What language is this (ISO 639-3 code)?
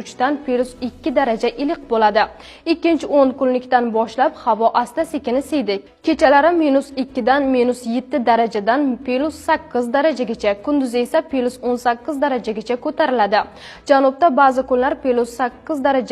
uzb